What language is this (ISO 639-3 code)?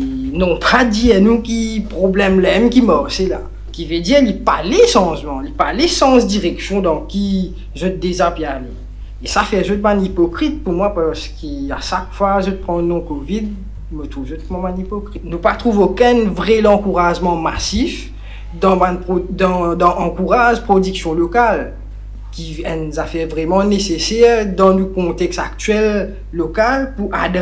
mfe